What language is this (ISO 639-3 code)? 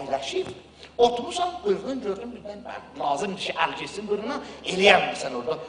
aze